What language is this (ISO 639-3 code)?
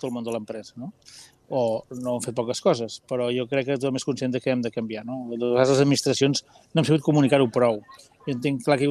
cat